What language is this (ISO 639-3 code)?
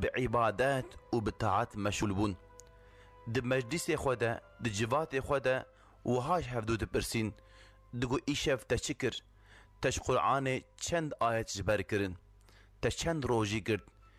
kur